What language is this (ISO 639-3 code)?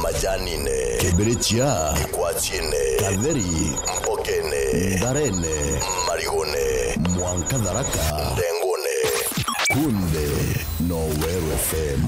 mer